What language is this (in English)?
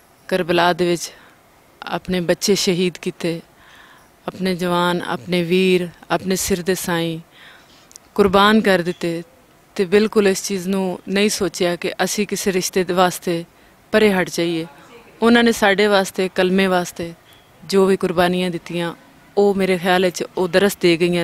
Western Panjabi